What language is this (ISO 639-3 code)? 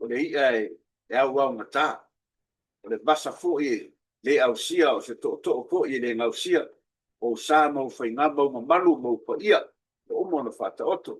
smo